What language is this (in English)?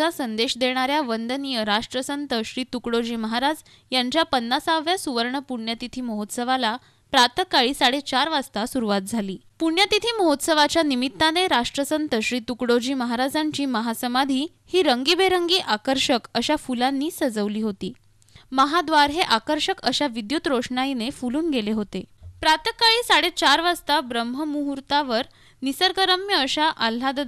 Marathi